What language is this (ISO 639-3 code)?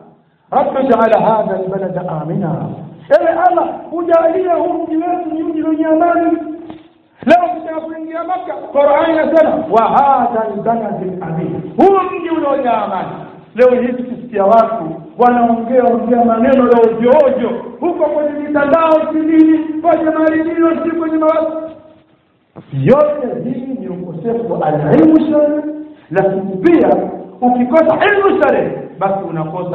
swa